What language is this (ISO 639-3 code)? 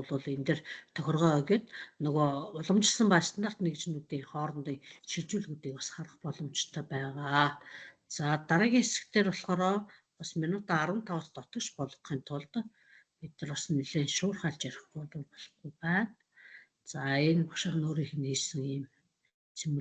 mon